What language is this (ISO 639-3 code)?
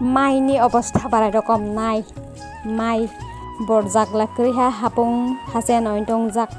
trp